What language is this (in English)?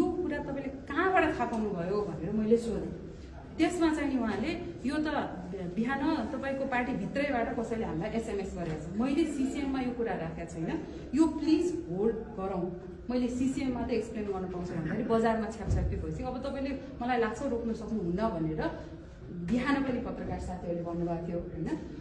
Nepali